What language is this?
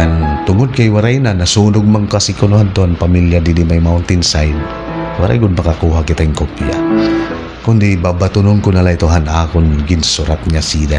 Waray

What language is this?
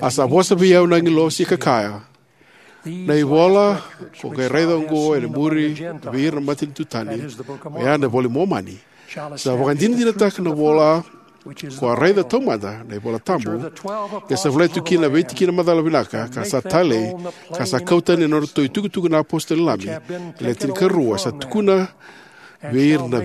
Fijian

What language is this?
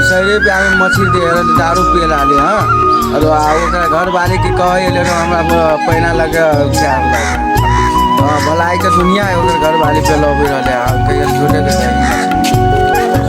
Maithili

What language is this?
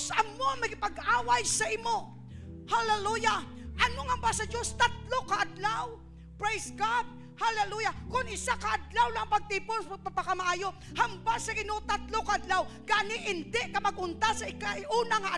Hiligaynon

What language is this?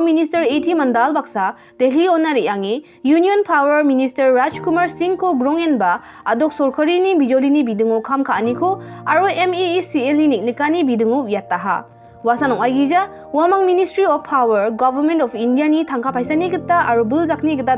Garo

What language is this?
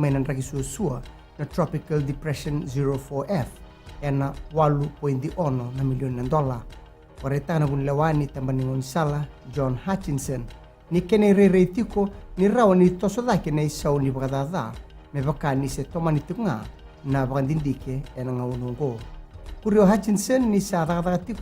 Fijian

